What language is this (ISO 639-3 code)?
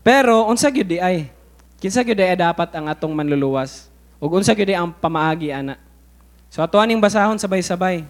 ceb